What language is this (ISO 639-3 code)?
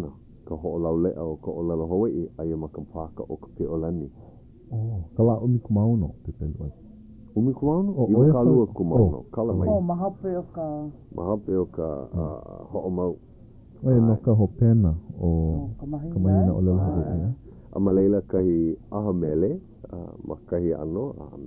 haw